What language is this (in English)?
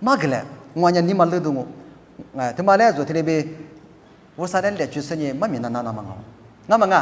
Lisu